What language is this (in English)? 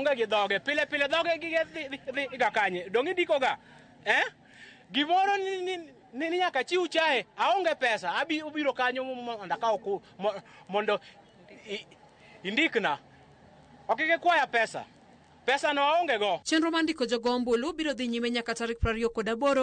Luo (Kenya and Tanzania)